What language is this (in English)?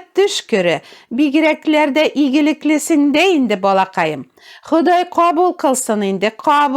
Tatar